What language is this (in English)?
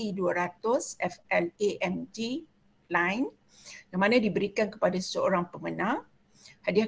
Malay